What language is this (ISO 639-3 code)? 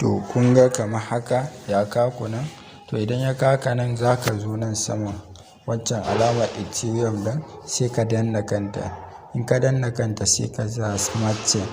hau